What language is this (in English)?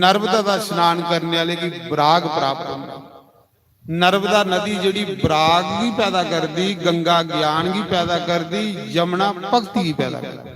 Dogri